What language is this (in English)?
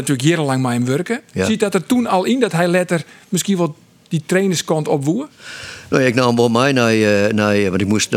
Western Frisian